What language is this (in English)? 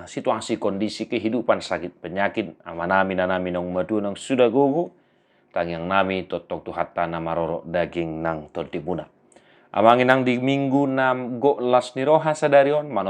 Batak Toba